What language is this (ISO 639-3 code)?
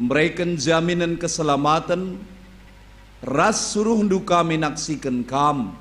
btx